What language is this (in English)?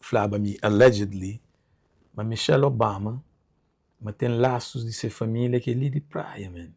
Kabuverdianu